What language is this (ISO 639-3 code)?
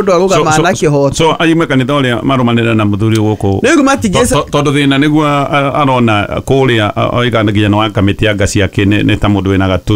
kik